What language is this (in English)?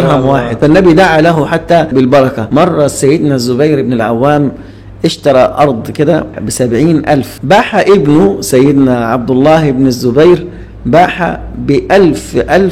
Egyptian Arabic